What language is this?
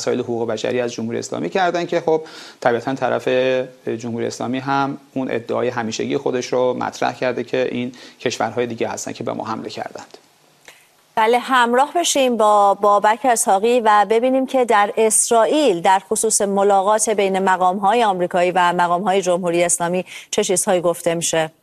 Persian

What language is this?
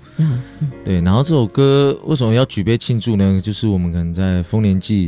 Chinese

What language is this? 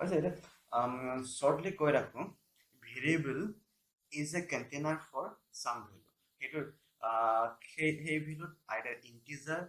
Assamese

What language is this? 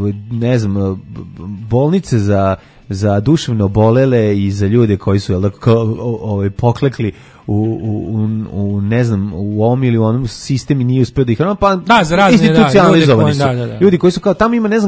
Serbian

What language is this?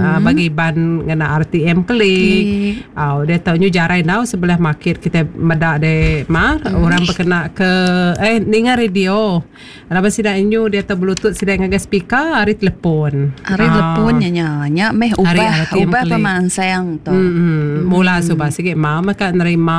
Iban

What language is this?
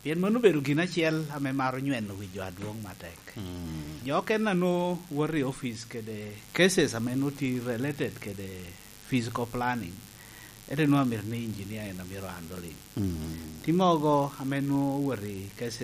Lango (Uganda)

